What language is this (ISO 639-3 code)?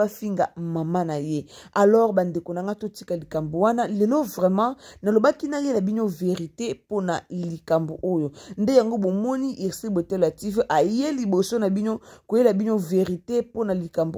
lin